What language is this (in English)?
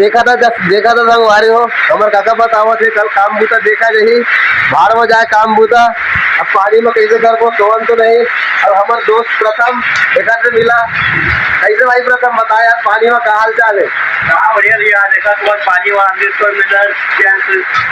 Chhattisgarhi